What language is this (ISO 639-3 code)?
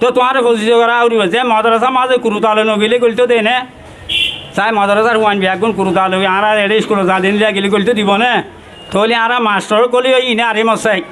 rhg